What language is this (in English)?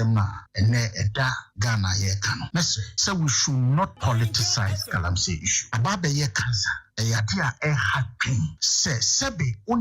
Akan